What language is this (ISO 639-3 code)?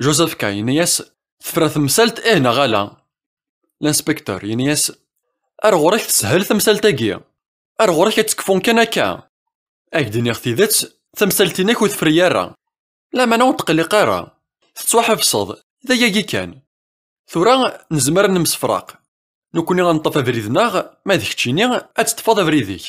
kab